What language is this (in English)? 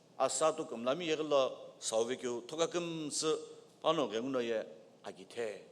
Sumi Naga